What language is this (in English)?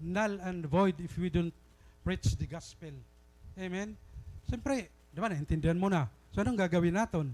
Waray